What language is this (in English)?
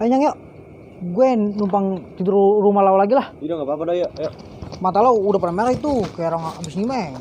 Betawi